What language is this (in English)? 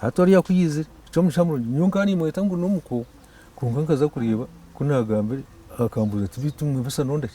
Nyankole